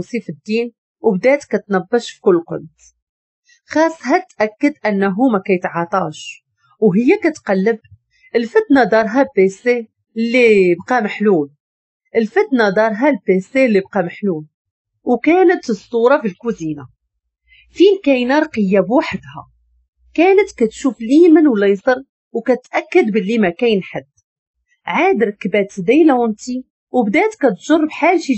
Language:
Moroccan Arabic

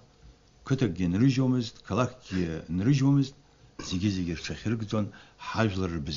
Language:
Abkhazian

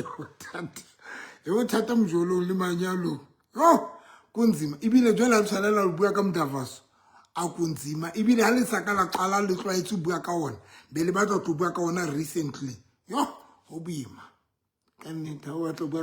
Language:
Southern Sotho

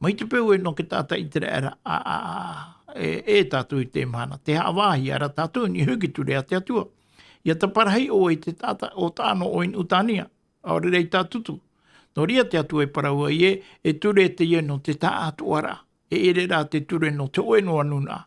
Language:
Tahitian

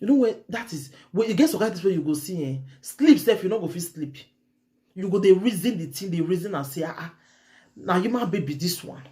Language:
Nigerian Pidgin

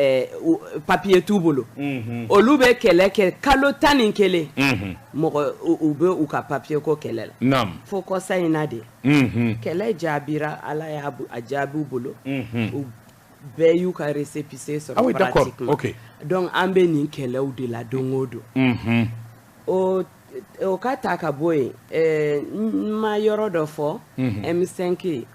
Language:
Bambara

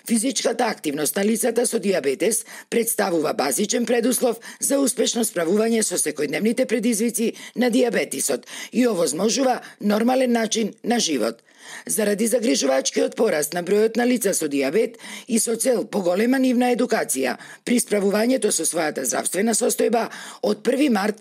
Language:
Macedonian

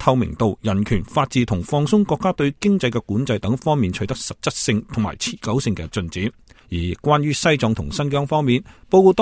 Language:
Cantonese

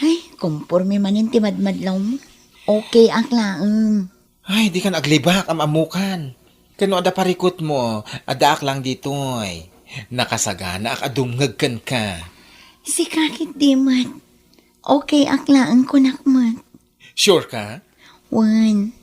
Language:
Iloko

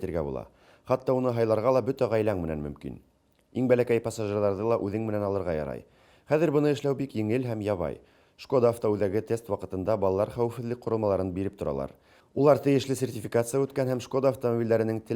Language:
Bashkir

